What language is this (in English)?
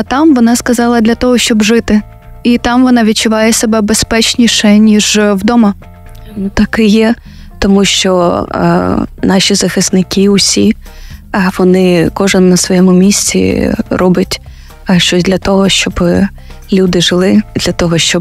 Ukrainian